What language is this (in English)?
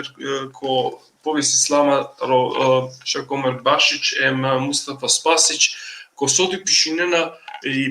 Balkan Romani